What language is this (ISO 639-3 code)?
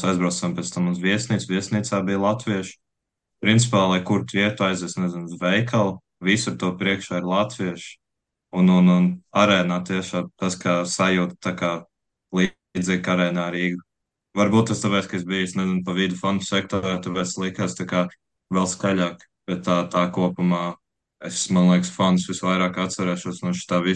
lav